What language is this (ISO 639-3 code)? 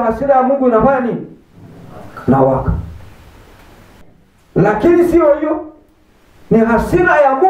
swa